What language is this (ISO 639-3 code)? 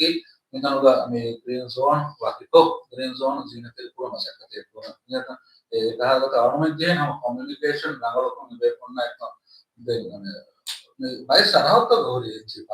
div